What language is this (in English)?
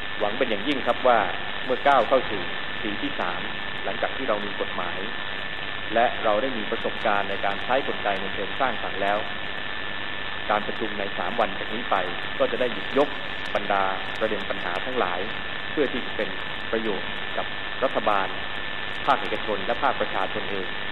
Thai